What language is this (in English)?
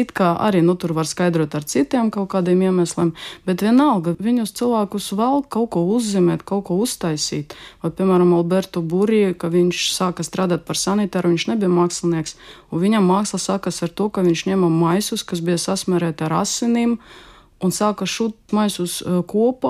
Latvian